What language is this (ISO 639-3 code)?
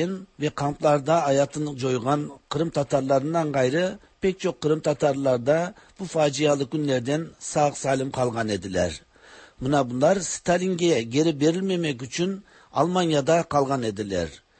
tat